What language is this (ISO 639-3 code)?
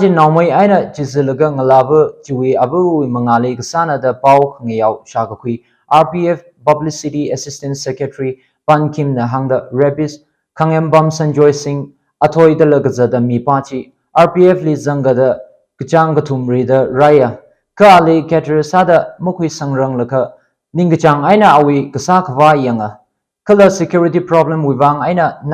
nmf